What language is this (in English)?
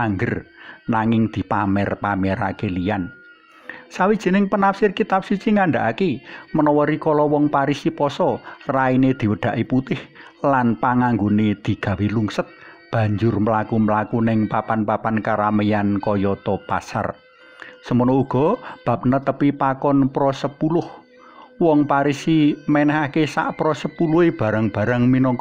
Javanese